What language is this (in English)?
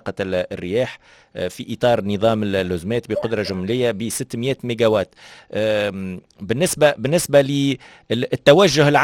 Tunisian Arabic